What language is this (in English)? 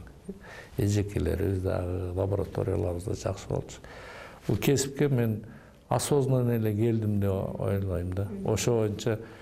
Kyrgyz